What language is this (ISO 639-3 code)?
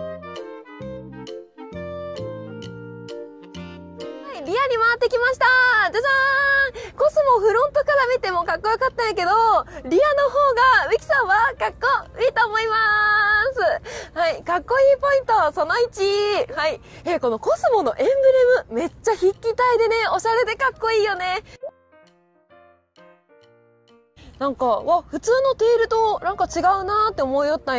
jpn